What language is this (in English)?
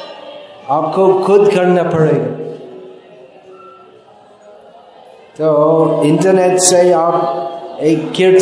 Hindi